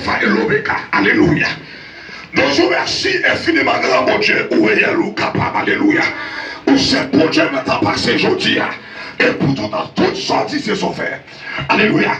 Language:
Haitian Creole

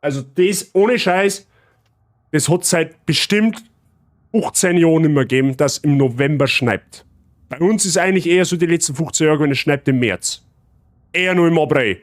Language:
Bavarian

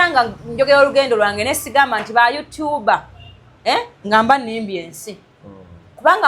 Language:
Ganda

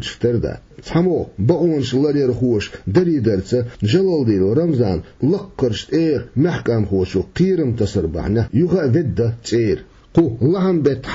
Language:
Chechen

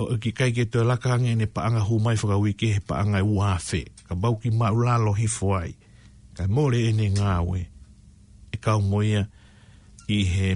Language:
Tongan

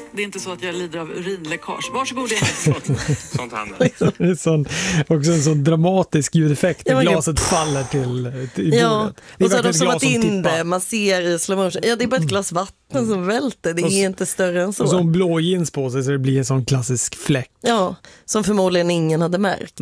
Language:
Swedish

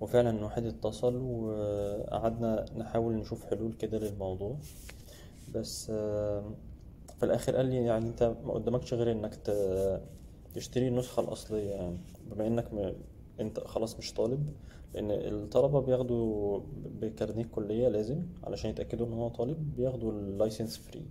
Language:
Egyptian Arabic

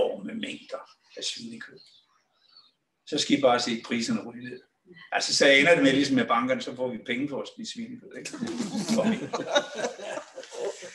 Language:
Danish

